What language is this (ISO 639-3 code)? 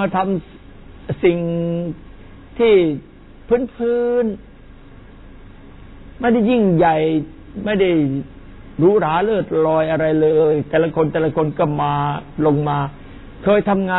tha